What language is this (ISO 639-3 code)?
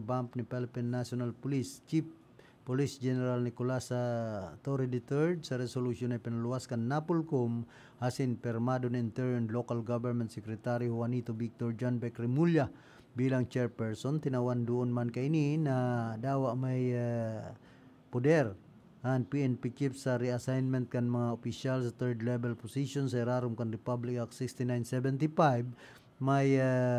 bik